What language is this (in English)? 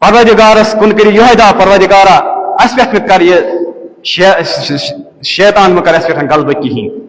Kashmiri